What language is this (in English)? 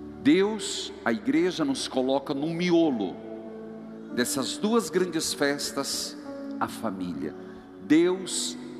Portuguese